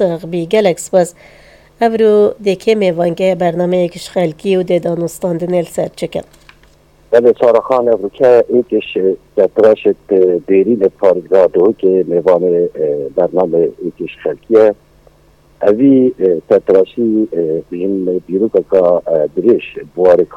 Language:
Persian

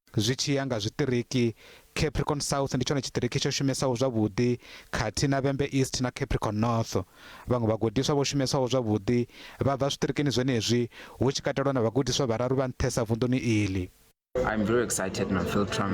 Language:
Venda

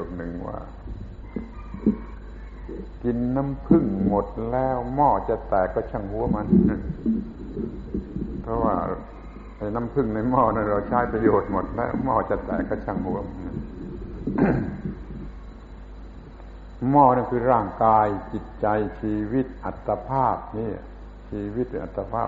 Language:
Thai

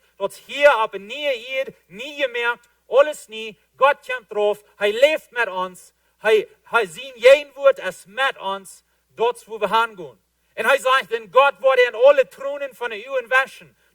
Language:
Plautdietsch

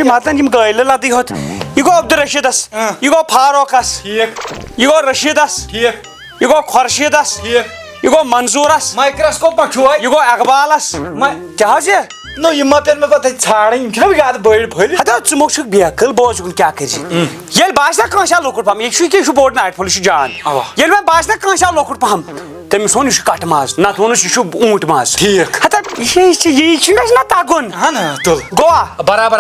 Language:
Kashmiri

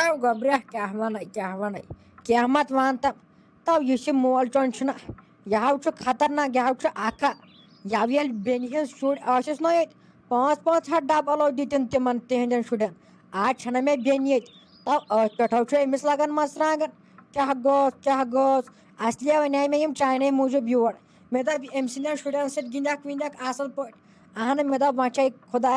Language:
Kashmiri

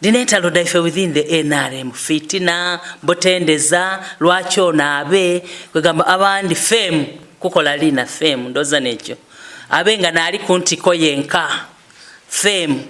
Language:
Soga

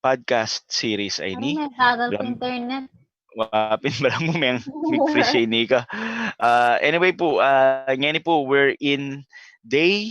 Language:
Pampanga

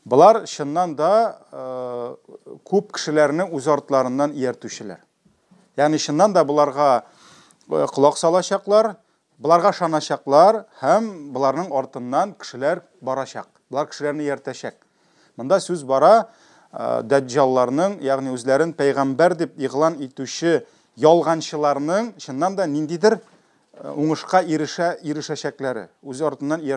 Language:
Tatar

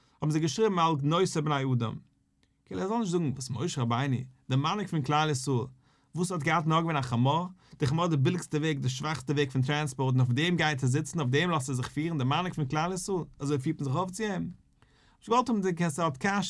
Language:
Yiddish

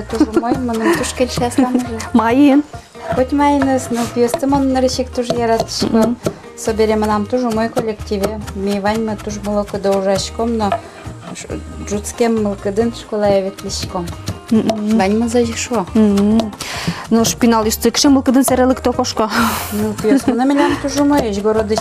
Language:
Udmurt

